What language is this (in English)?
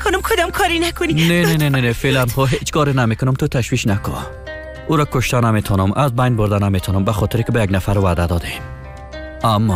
Persian